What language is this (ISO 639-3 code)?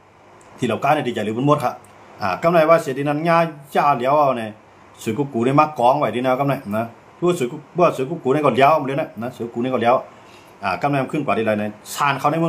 shn